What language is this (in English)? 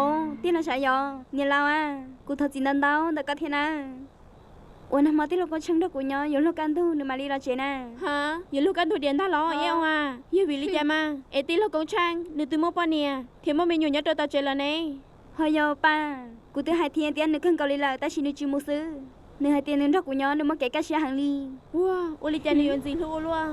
Hmong